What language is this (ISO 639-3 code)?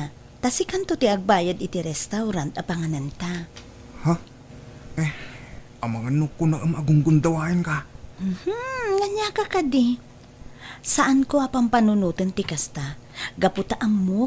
ilo